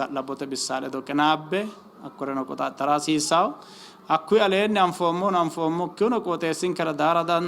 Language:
Sidamo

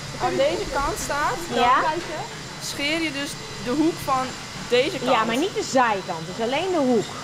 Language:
Western Frisian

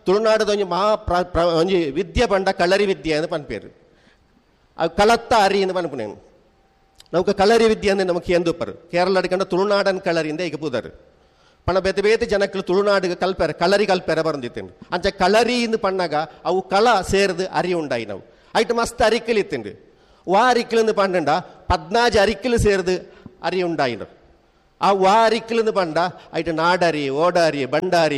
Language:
Tulu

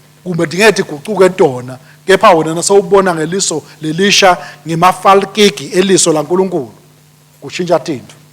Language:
Swati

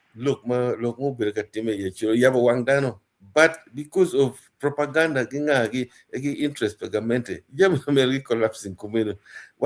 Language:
Acoli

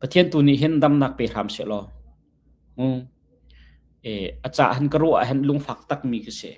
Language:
Hakha Chin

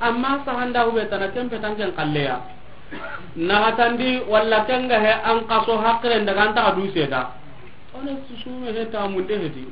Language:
Soninke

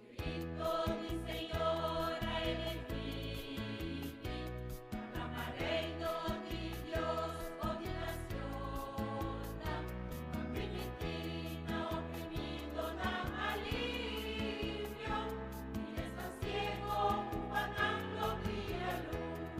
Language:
Papiamento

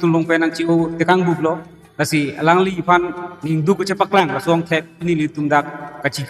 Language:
Karbi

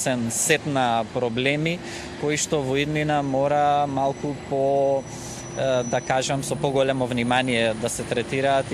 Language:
Macedonian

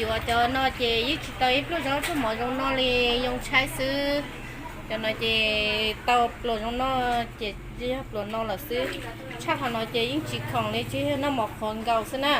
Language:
Hmong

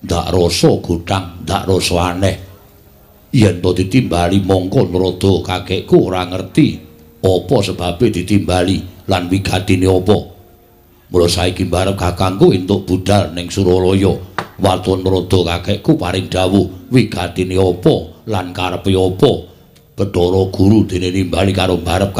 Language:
Javanese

